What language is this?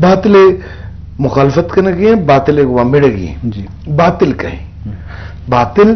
Eastern Balochi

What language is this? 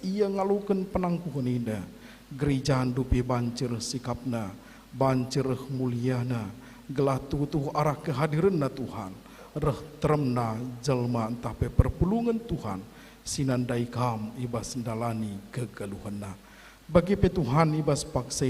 Batak Karo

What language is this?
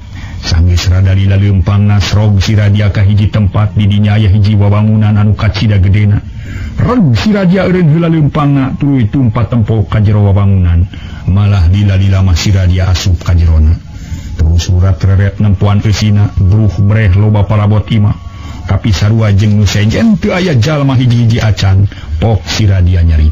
Sundanese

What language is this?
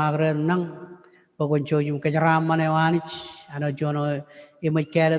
Marshallese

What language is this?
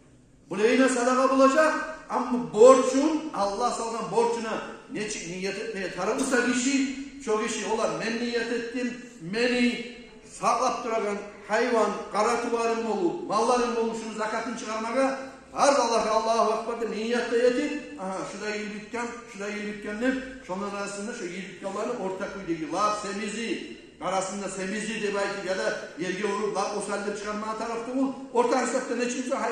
Kumyk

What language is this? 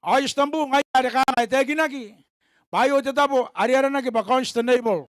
Gilbertese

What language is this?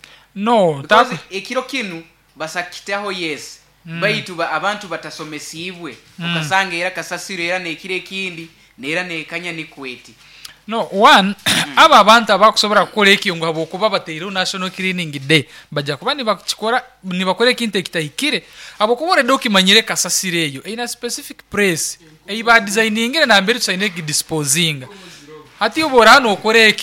Nyankole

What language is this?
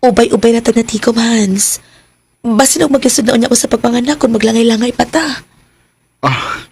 Cebuano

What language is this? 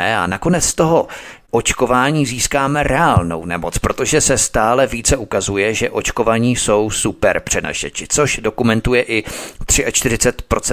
Czech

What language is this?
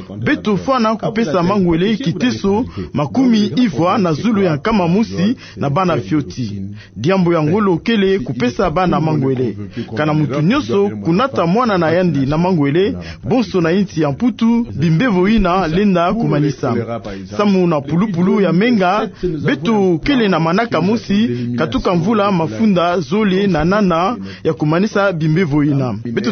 Kituba (Democratic Republic of Congo)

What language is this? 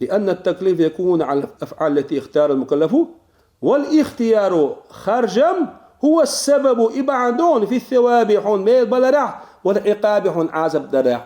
Chechen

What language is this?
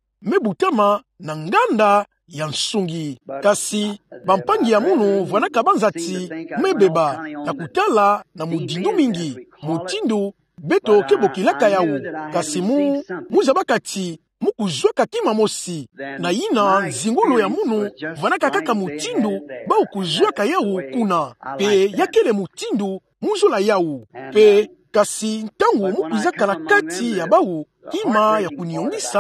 Kituba (Democratic Republic of Congo)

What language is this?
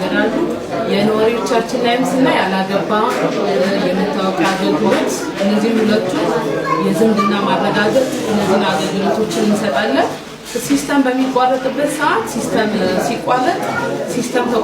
Amharic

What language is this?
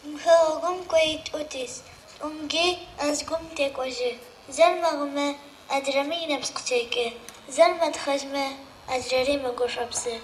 Adyghe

